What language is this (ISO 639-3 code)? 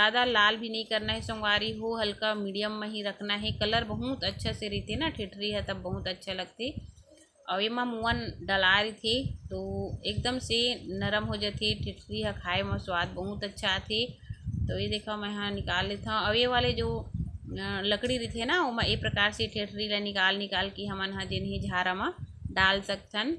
hne